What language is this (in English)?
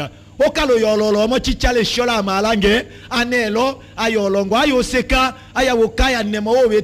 Tetela